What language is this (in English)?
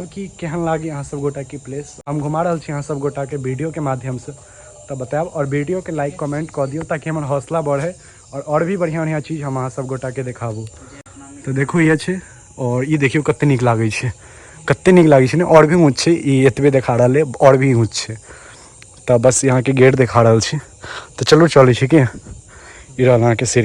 Maithili